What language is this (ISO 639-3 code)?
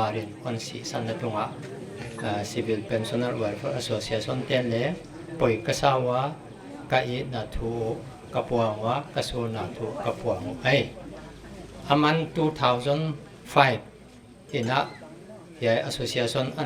pck